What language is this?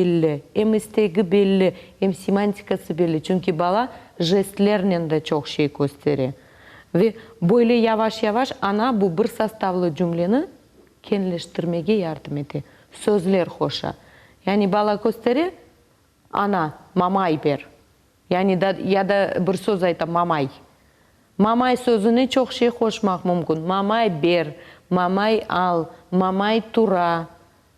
Crimean Tatar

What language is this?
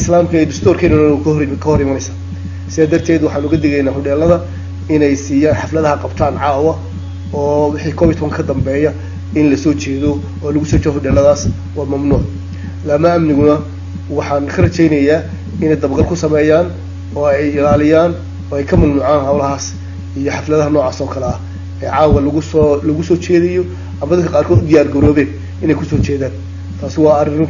Somali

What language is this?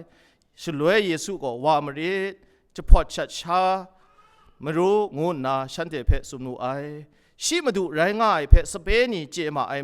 Kachin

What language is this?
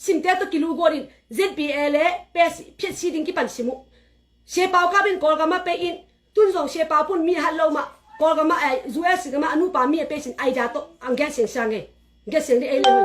Tedim Chin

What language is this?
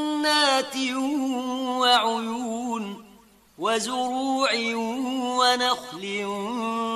Arabic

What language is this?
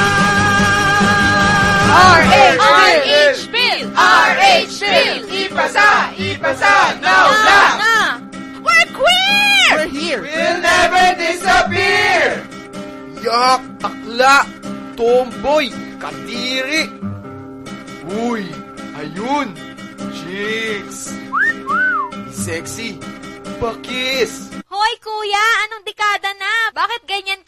Filipino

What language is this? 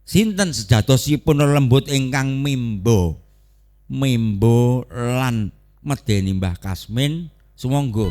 Javanese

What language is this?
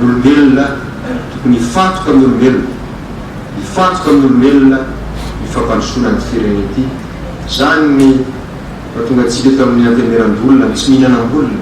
Malagasy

